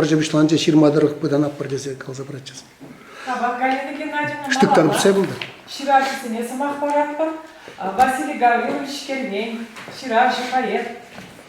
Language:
Chuvash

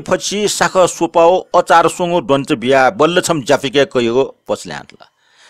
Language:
Newari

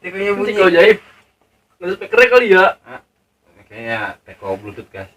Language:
Betawi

